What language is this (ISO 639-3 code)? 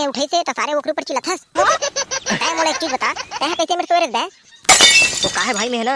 hne